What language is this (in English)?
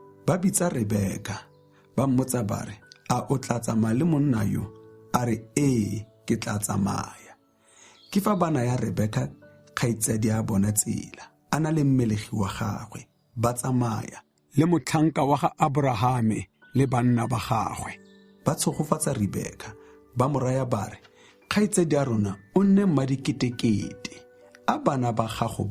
Tswana